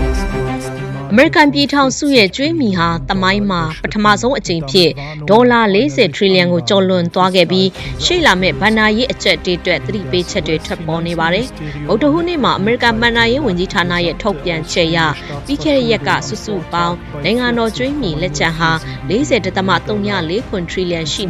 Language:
Burmese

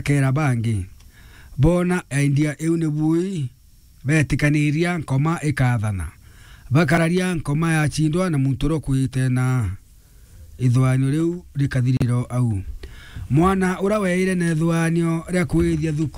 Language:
Meru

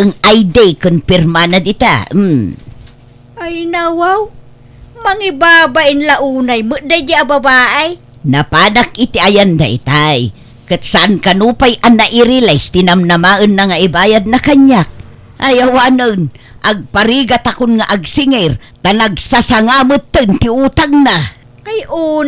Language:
Iloko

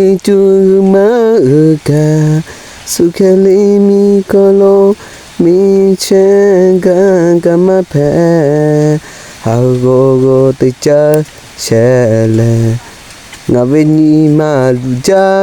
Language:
Lahu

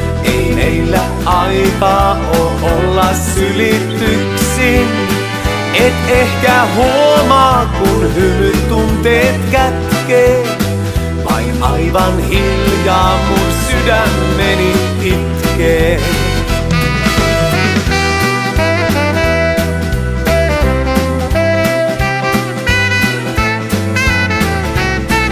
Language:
Finnish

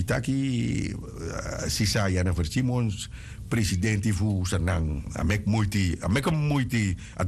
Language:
Sranan Tongo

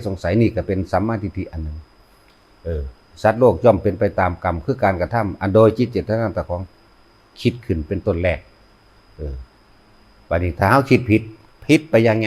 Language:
Lao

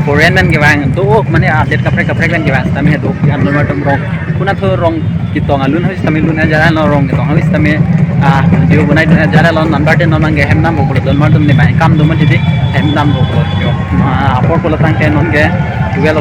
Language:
Karbi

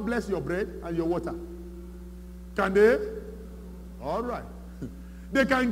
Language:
English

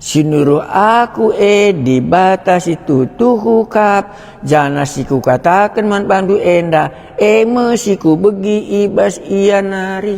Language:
Batak Karo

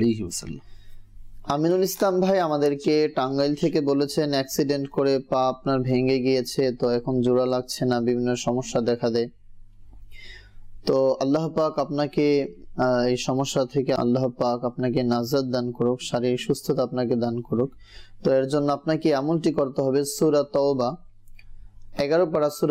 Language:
Bangla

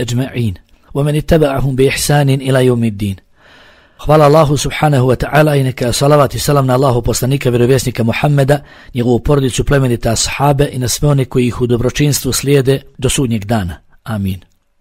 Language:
Bosnian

